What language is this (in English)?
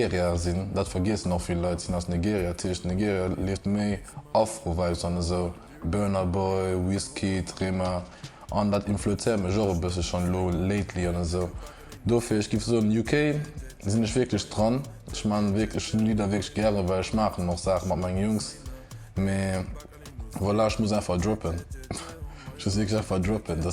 Luxembourgish